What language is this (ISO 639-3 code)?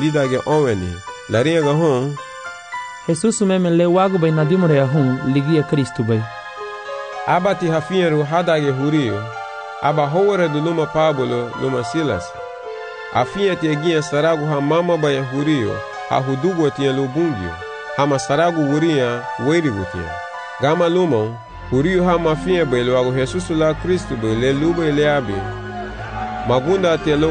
cab